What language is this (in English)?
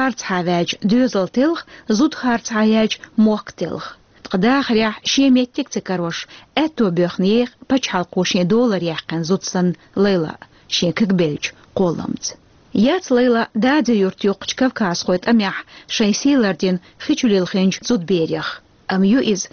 Chechen